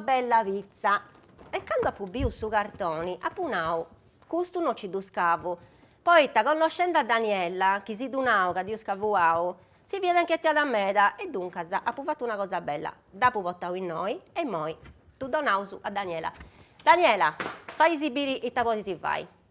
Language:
Sardinian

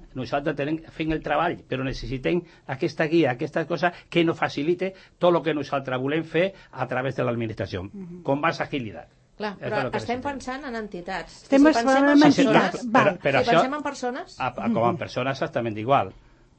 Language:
Catalan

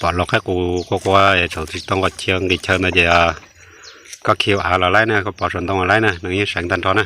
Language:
Hmong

